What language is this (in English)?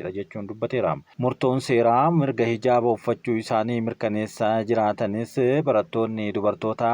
Oromo